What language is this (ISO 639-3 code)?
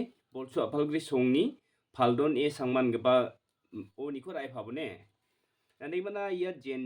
grt